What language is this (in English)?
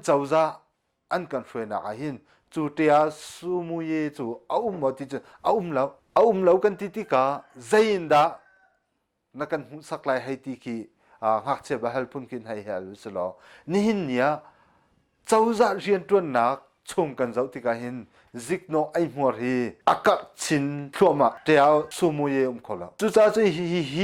Hakha Chin